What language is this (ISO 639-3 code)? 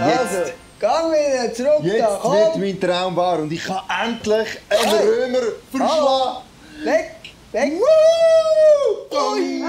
gsw